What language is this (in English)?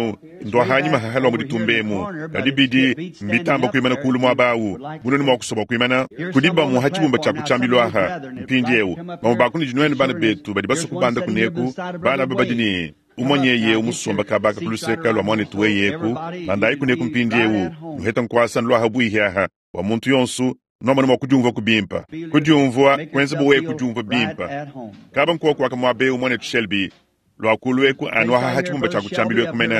Luba-Lulua